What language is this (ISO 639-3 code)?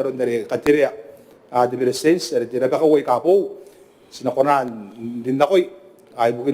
gil